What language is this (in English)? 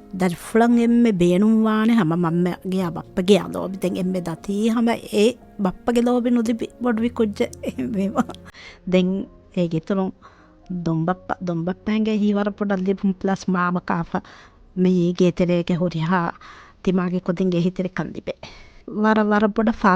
Divehi